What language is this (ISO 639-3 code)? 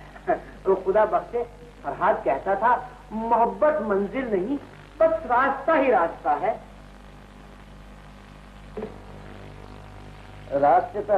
hin